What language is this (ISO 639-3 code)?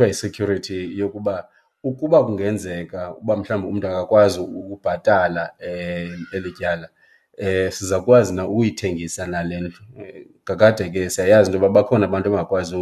xho